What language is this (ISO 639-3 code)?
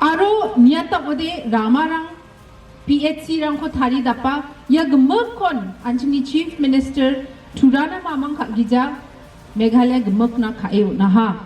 grt